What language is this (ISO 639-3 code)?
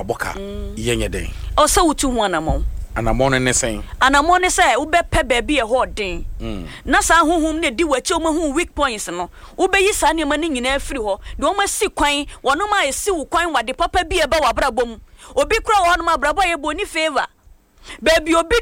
aka